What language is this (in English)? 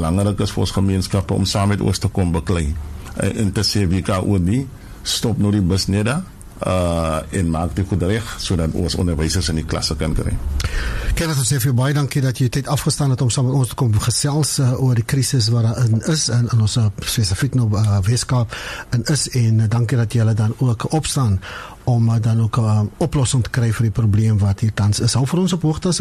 Afrikaans